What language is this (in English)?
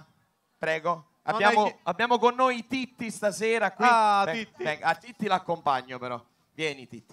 Italian